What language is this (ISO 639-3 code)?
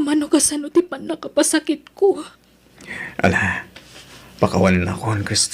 ilo